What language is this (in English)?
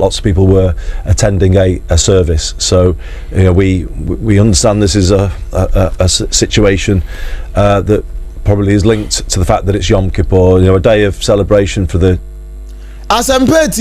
Akan